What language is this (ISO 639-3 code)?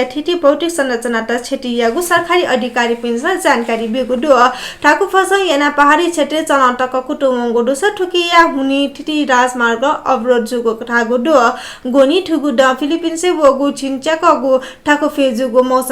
new